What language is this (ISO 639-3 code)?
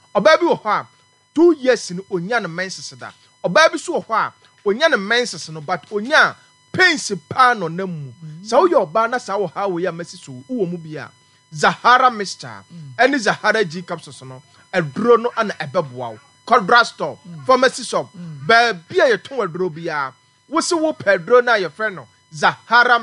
aka